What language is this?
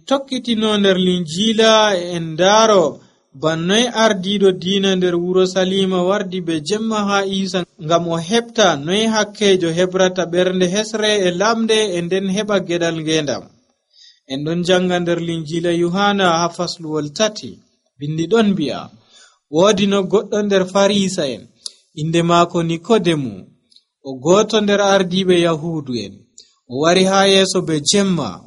Nigerian Fulfulde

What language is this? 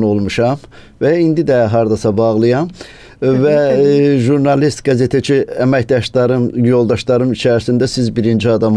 Azerbaijani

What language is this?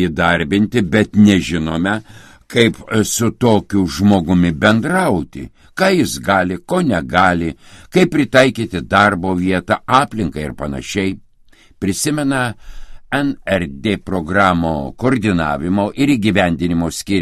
Lithuanian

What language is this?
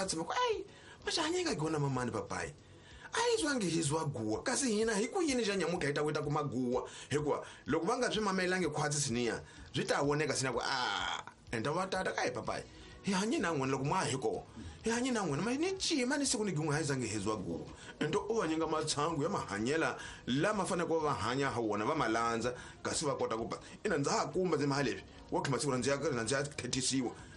Tsonga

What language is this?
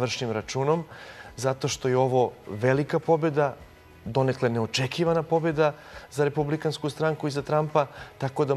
Serbian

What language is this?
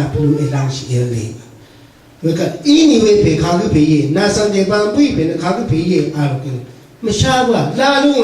Rawang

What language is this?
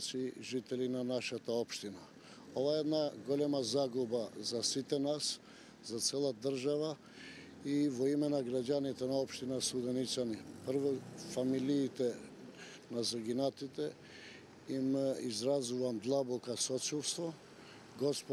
Macedonian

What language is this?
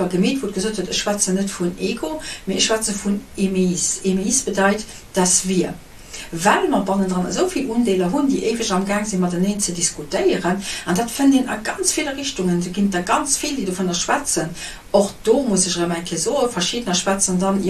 Luxembourgish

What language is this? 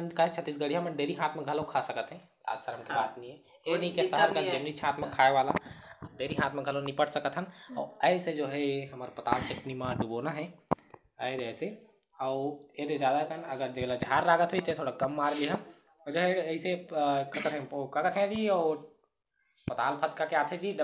Chhattisgarhi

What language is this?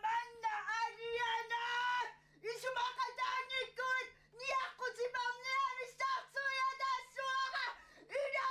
Kalaallisut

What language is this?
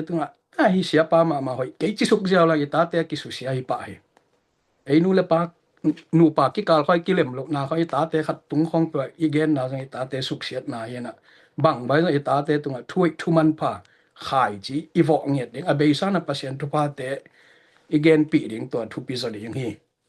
Tedim Chin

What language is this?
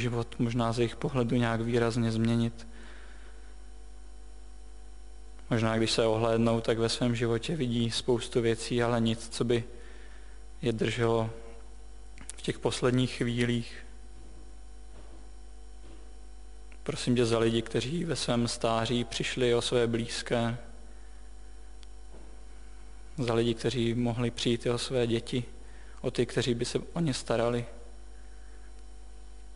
Czech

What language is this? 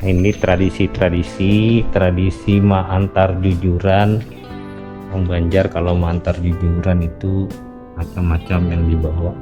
Banjar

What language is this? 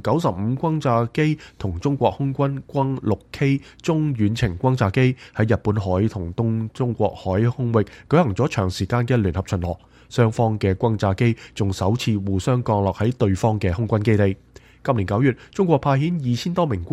Cantonese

